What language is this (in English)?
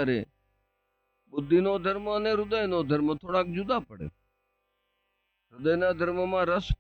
Gujarati